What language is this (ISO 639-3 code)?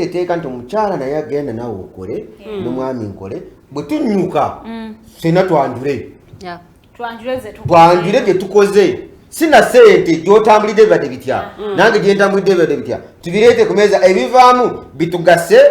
lug